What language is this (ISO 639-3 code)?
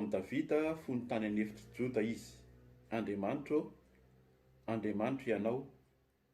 mlg